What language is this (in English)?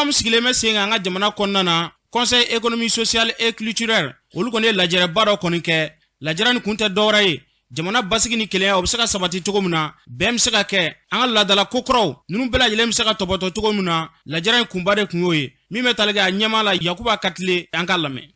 Bambara